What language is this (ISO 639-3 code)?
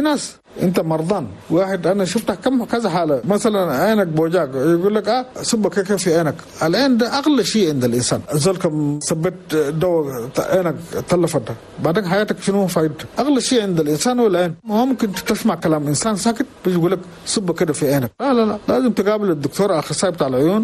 shu